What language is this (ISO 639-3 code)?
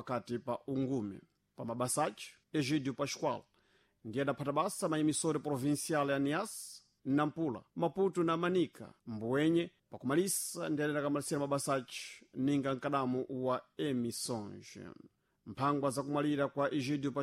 seh